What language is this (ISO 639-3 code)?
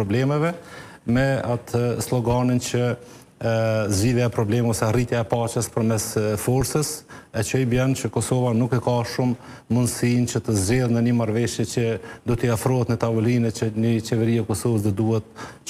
sqi